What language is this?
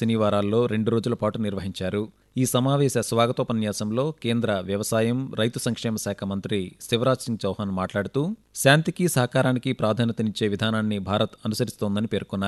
Telugu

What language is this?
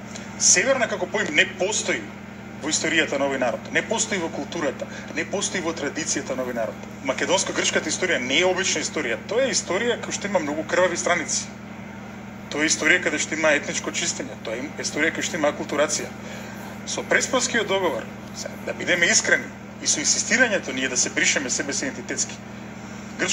Macedonian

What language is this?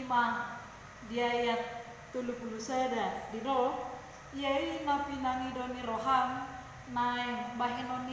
Batak Toba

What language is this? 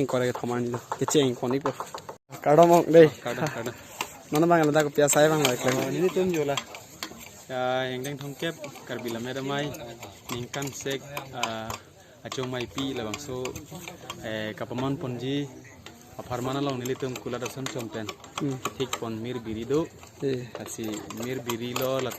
Karbi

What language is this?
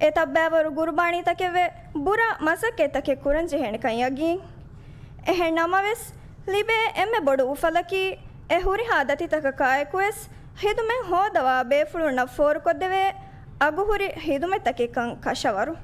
Divehi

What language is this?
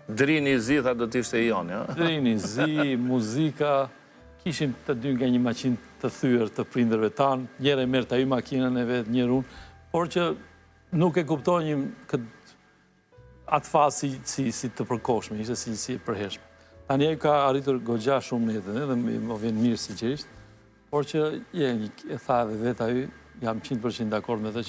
Albanian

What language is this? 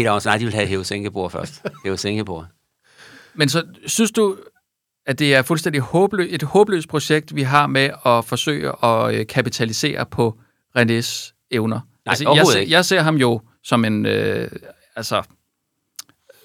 Danish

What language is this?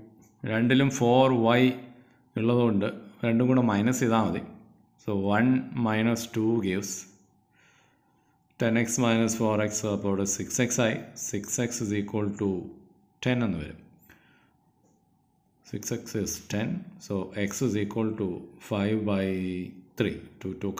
Malayalam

